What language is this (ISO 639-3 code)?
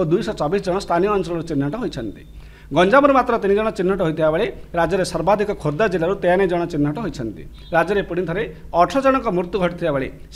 ori